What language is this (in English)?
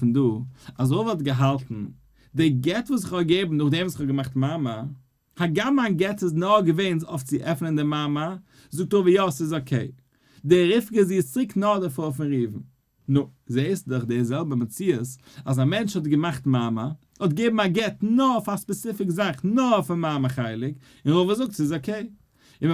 Yiddish